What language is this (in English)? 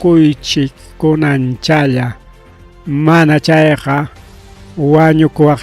Ayacucho Quechua